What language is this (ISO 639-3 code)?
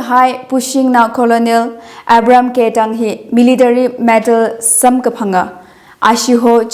nmf